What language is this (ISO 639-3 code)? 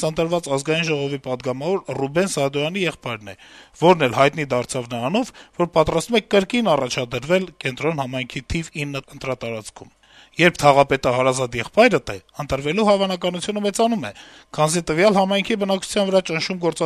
hye